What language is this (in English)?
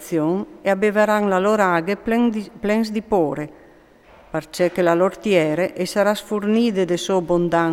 Friulian